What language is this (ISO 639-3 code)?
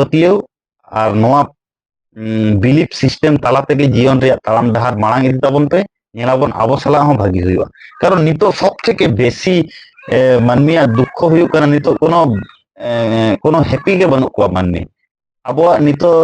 sat